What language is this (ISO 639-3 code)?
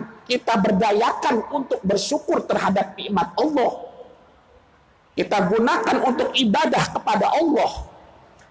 ind